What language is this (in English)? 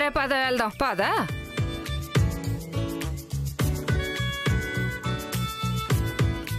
Telugu